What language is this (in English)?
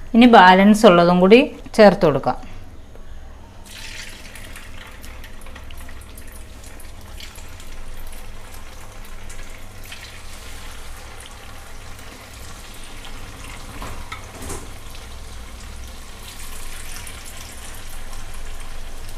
Malayalam